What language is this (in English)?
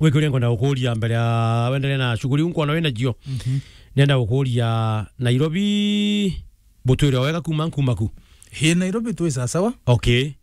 Meru